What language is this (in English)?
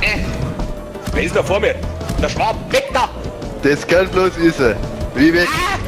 Bavarian